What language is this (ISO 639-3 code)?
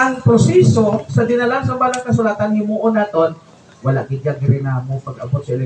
hil